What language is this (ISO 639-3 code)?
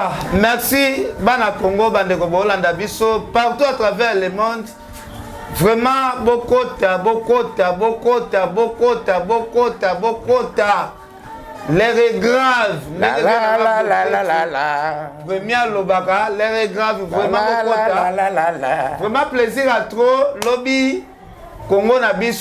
lin